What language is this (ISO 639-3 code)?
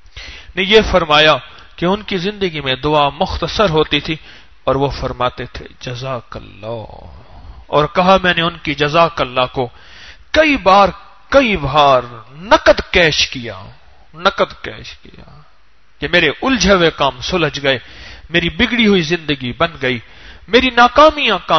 urd